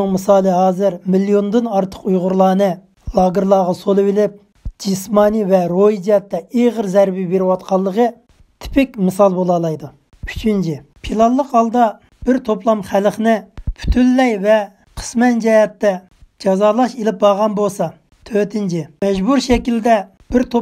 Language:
Uyghur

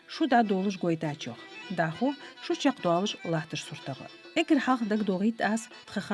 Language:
Ingush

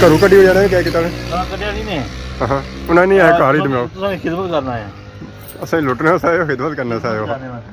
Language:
Pahari-Potwari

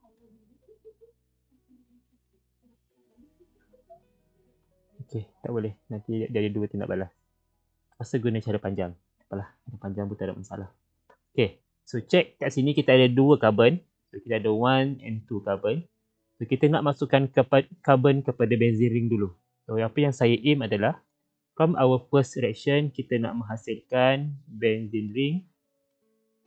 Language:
Malay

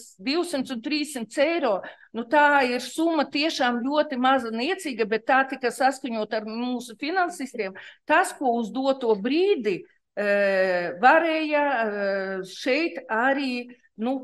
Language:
Latvian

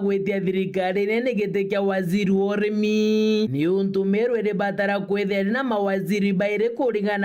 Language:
Meru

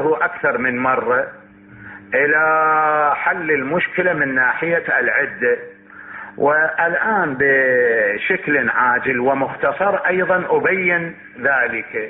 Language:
Mesopotamian Arabic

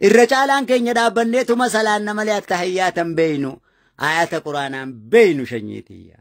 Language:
Oromo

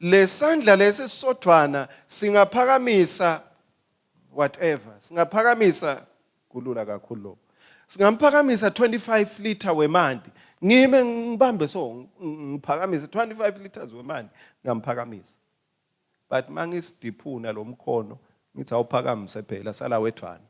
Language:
Swati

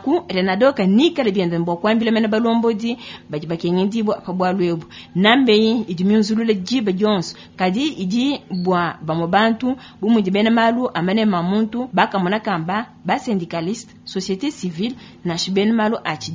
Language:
Luba-Lulua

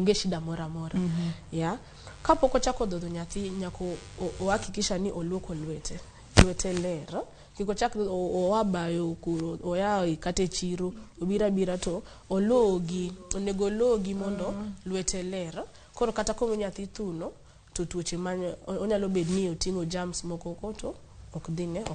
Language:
Luo (Kenya and Tanzania)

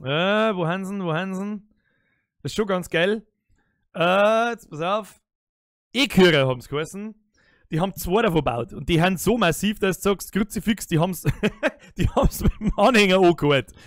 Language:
Bavarian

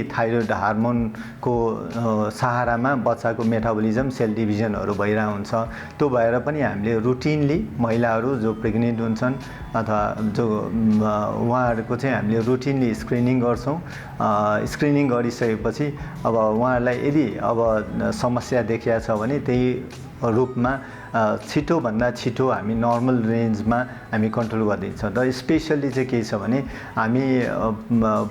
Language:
Nepali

